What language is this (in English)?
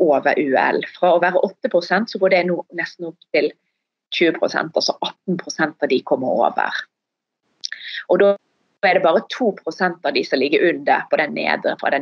Norwegian